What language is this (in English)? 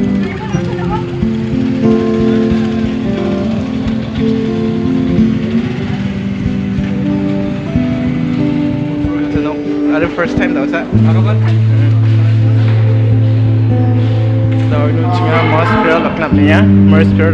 Malay